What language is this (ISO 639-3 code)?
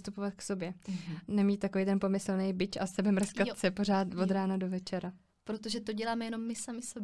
ces